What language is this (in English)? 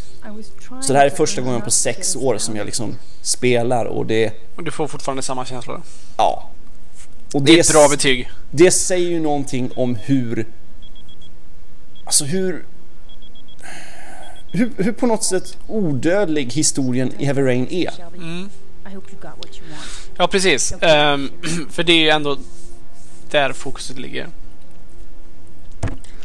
Swedish